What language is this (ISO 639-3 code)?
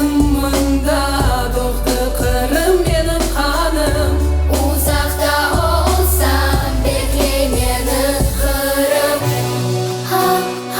crh